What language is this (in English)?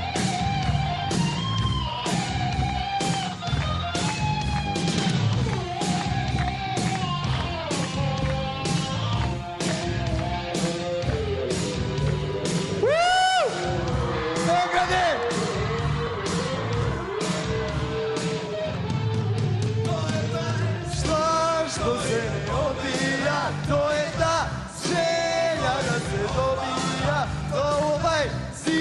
Serbian